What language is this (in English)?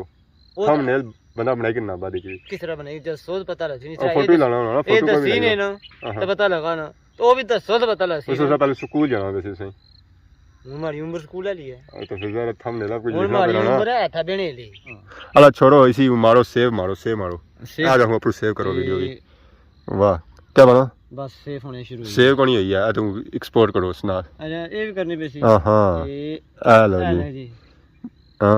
Pahari-Potwari